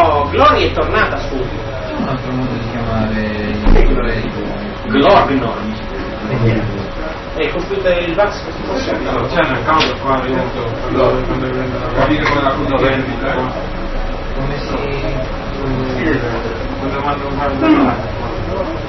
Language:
Italian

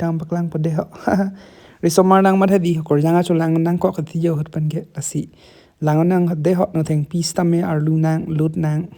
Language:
Karbi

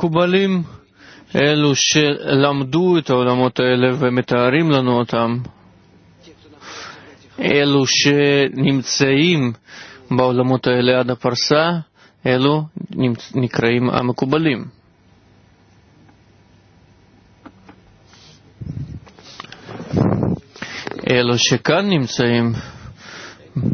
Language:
Hebrew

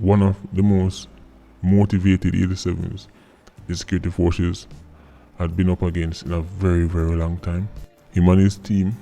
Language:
Jamaican Creole English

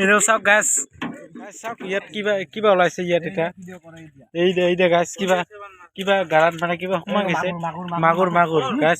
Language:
Assamese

